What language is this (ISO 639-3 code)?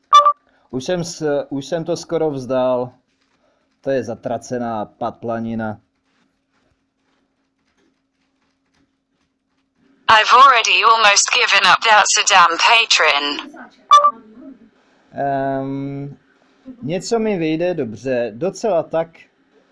ces